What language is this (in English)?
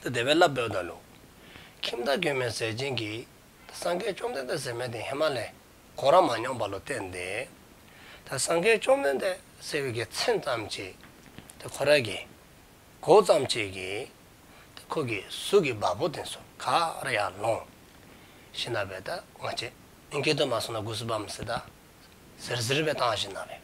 Dzongkha